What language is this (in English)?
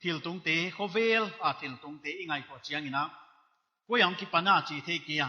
Paite Chin